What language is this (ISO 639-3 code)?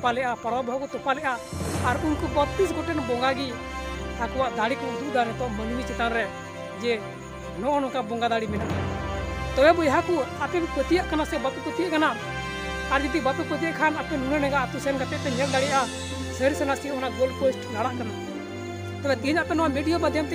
sat